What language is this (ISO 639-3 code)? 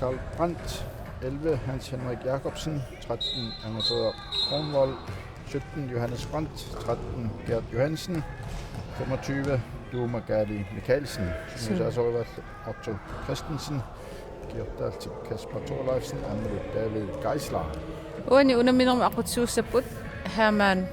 kal